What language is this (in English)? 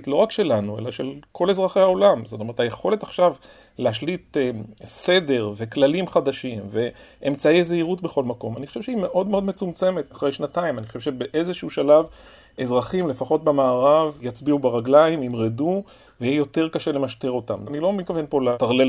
Hebrew